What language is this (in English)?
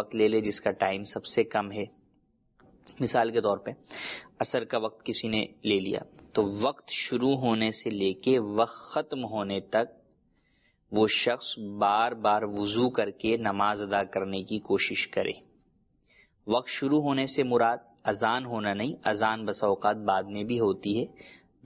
Urdu